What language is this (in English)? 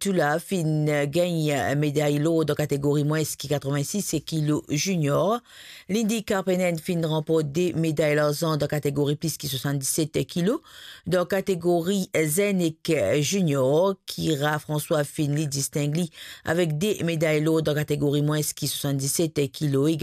Morisyen